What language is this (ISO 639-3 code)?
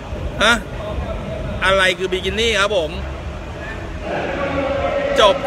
tha